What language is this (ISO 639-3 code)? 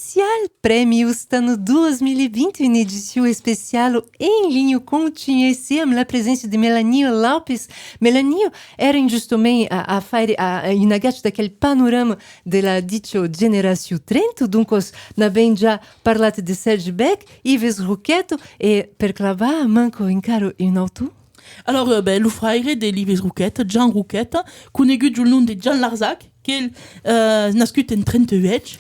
oci